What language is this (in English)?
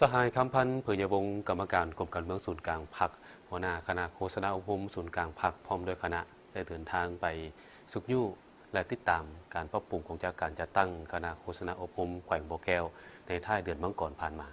Lao